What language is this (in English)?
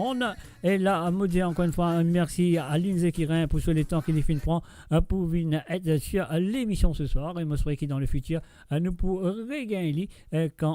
Morisyen